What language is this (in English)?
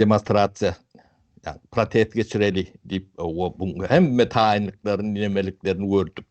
Turkmen